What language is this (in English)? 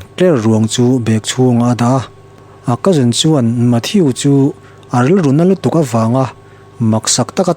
Mizo